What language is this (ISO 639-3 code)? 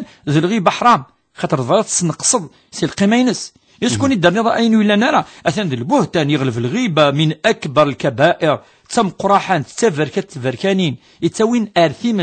kab